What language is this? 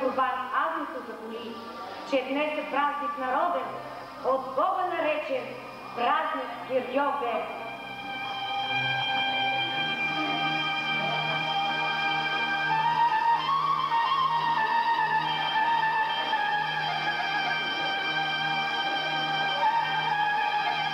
Bulgarian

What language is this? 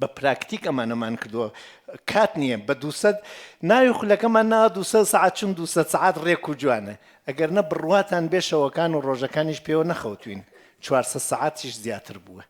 Central Kurdish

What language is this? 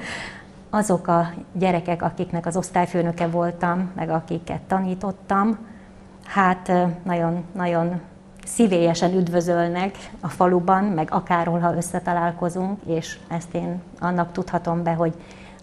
Hungarian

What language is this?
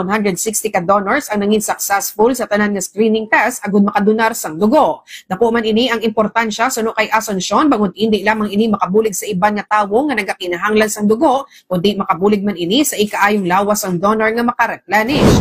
Hiligaynon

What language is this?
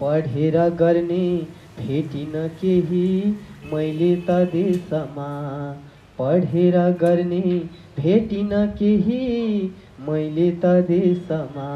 Nepali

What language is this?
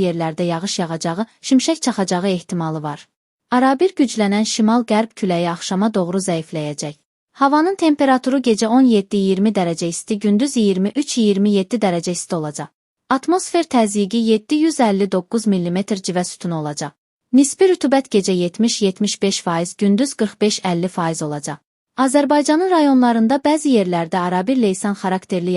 Azerbaijani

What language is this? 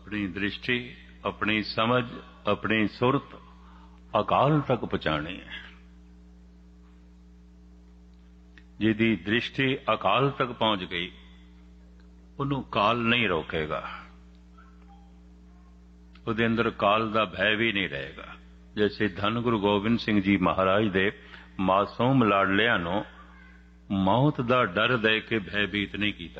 Punjabi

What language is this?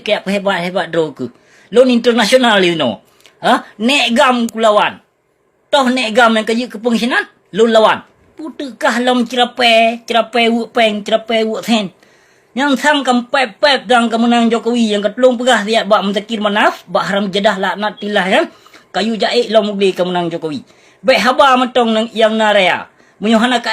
Achinese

